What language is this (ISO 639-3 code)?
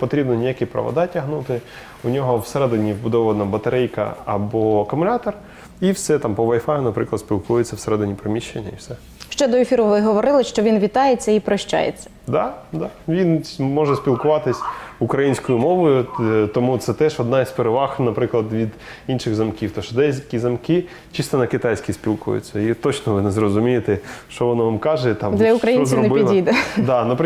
ukr